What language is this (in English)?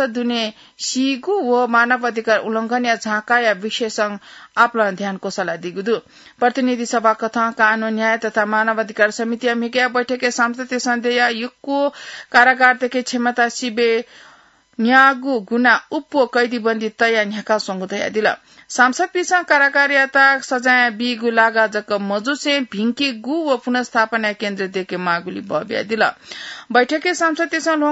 Newari